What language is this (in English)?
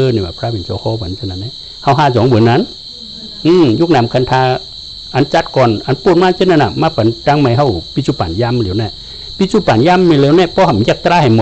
Shan